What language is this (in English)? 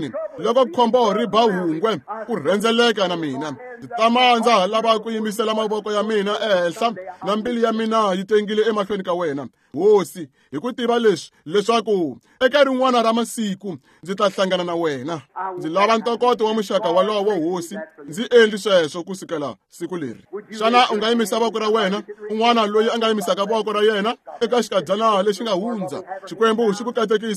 Tsonga